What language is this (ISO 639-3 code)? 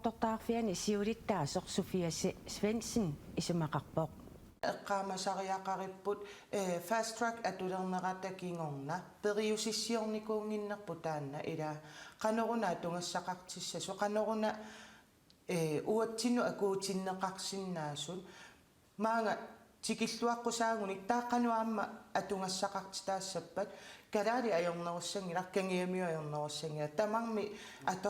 kal